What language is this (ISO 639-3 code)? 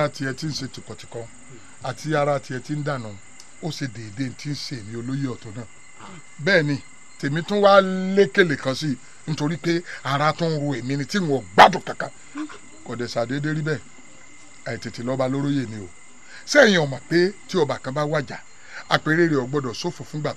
yor